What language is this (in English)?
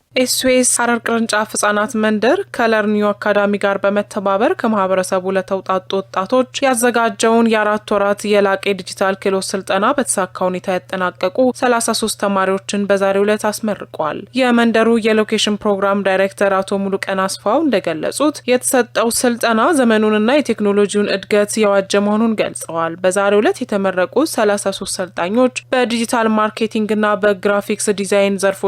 Amharic